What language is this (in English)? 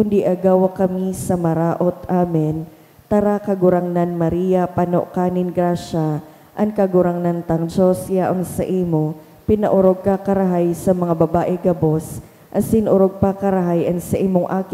Bikol